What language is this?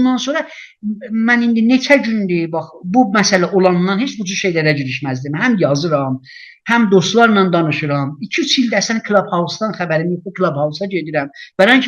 South Azerbaijani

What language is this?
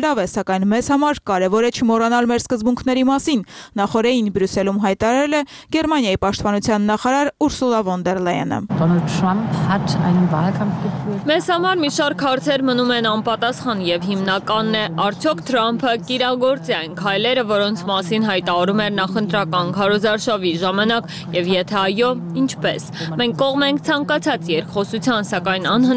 Armenian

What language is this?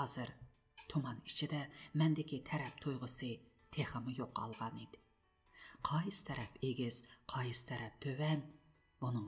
Uyghur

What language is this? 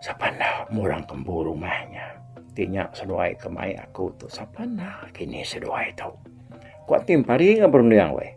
Iban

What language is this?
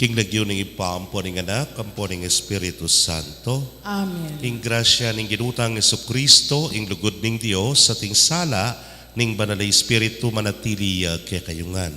Pampanga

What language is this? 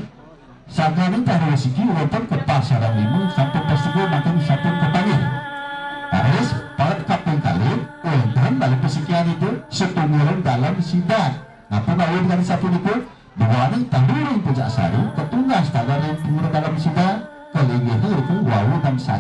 Balinese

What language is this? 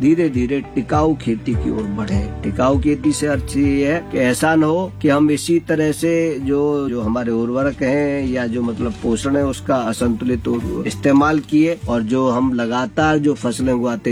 Hindi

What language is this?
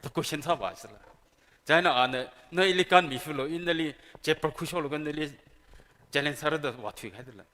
Tangkhul Naga (India)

